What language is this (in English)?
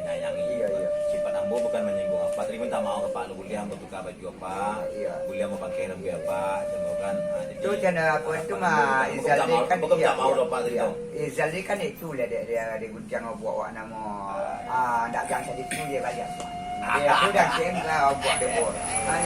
Minangkabau